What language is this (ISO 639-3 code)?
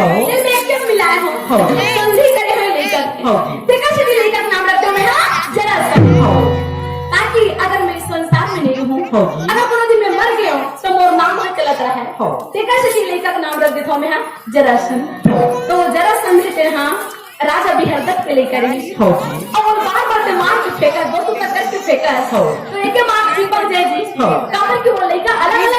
hne